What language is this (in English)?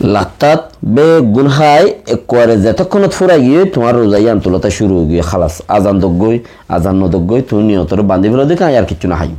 Rohingya